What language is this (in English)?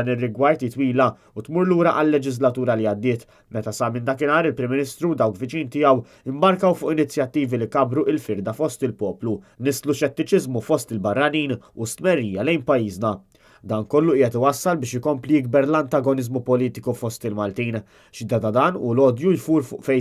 Maltese